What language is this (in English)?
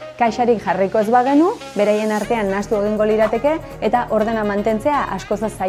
Basque